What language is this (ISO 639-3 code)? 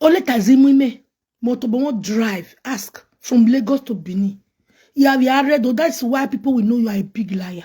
pcm